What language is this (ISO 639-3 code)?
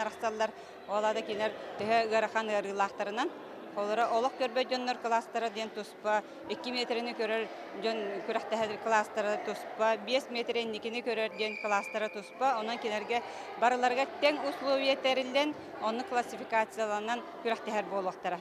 sah